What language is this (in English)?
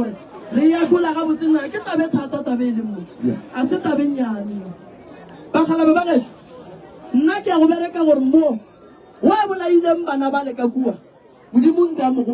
Northern Sotho